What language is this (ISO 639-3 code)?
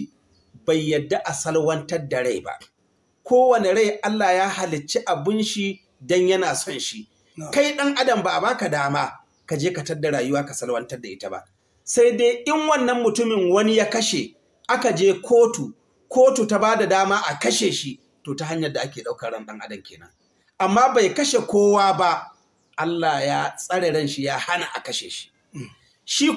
hau